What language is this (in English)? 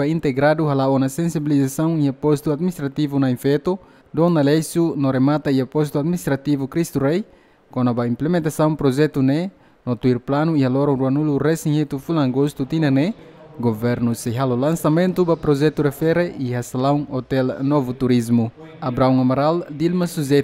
Tetum